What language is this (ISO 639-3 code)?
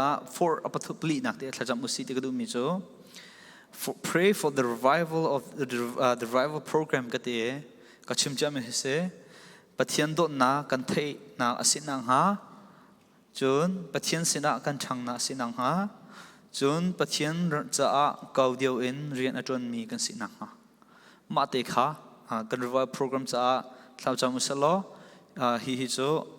cfm